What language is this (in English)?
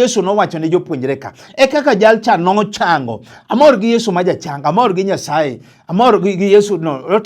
Luo (Kenya and Tanzania)